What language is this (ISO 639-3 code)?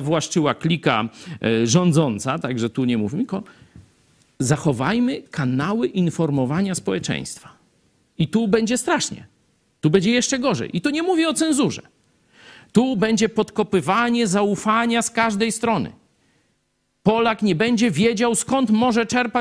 pol